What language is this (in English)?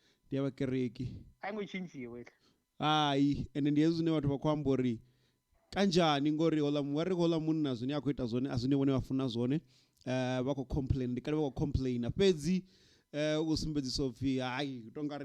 Venda